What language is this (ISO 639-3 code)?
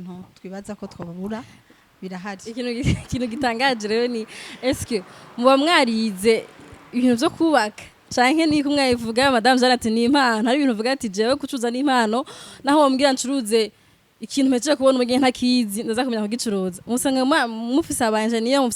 run